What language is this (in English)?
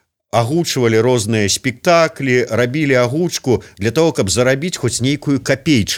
Belarusian